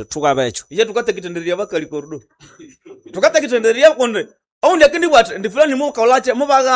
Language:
Nande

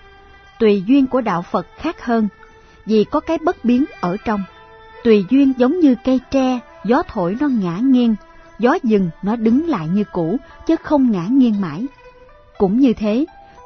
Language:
Vietnamese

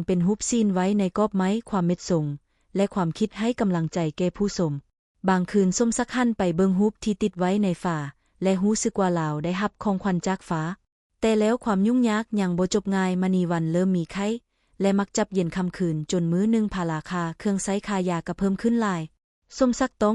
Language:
Lao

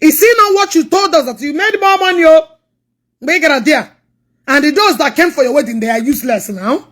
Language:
Igbo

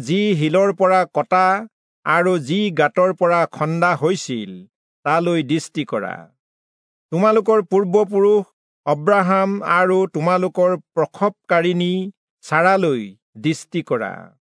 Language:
Assamese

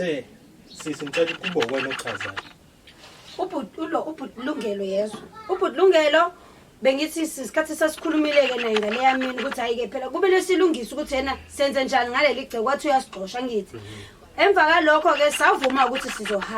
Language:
Zulu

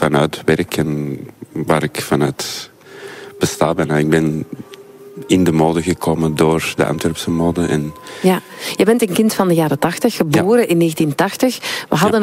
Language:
Dutch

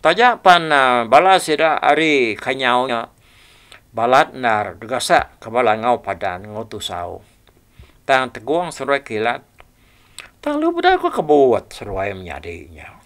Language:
Iban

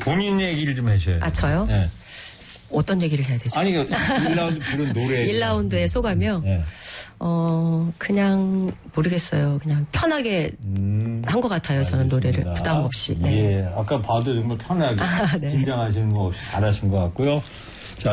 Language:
Korean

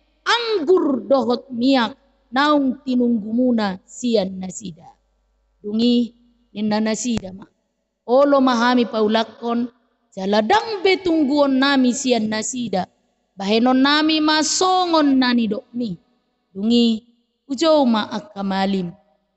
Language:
Batak Toba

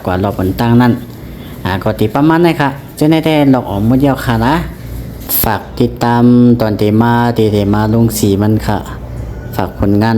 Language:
Shan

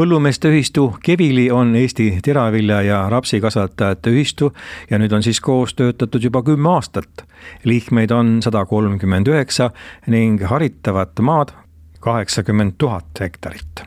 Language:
Estonian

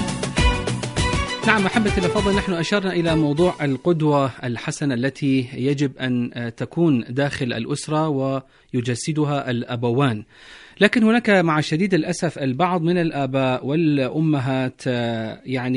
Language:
Arabic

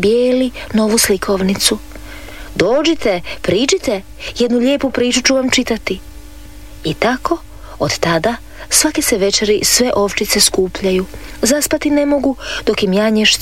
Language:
Croatian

